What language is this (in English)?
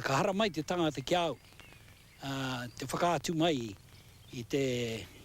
Māori